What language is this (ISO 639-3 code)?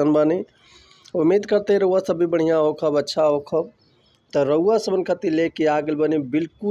bho